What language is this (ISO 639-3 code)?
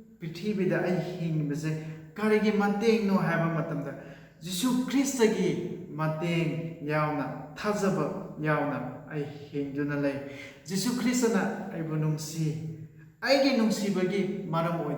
mni